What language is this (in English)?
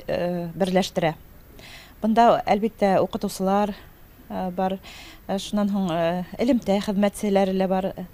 Bashkir